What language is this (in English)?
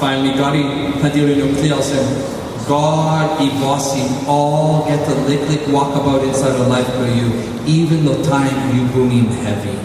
Tok Pisin